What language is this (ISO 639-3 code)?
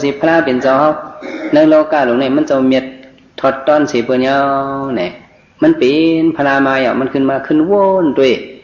shn